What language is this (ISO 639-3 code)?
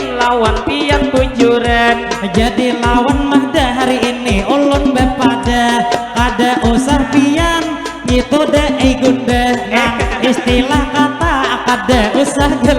bjn